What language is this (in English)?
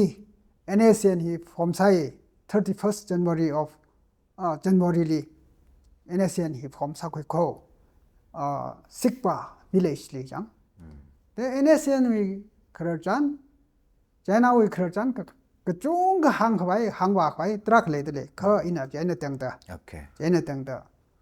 Tangkhul Naga (India)